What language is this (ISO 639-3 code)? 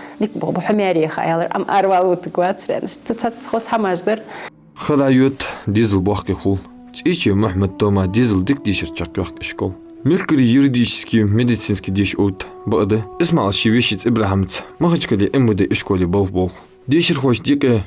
inh